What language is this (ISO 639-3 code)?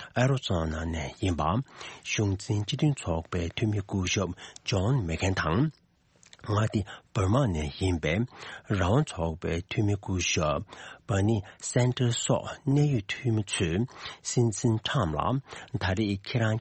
bod